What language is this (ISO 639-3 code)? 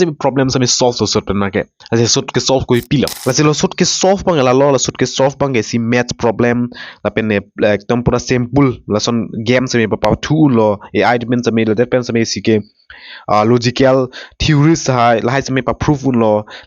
mjw